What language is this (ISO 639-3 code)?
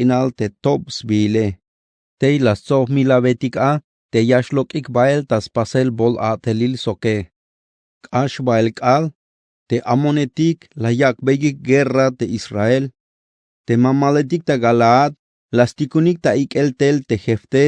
tzh